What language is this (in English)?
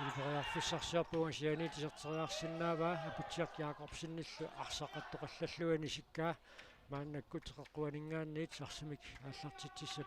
Kalaallisut